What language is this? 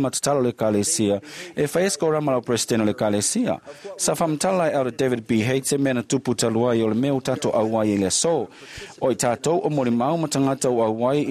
Samoan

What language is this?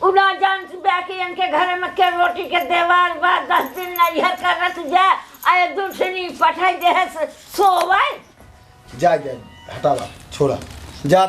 Awadhi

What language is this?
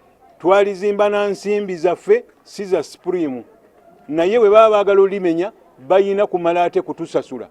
Ganda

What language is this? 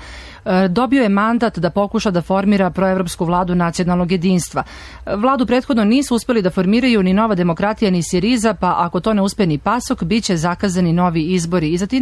Serbian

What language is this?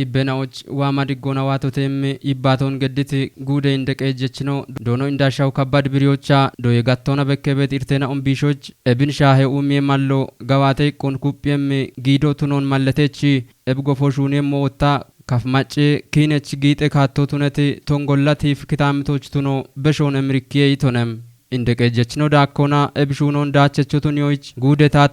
Kafa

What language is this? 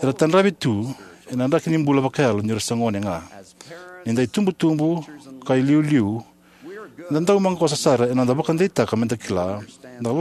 Fijian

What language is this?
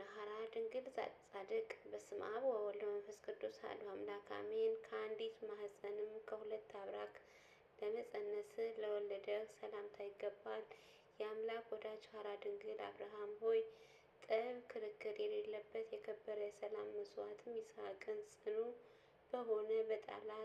Amharic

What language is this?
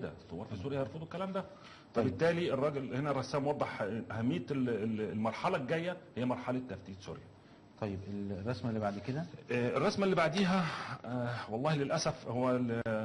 Egyptian Arabic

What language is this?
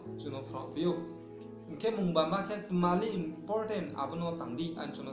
Riang (India)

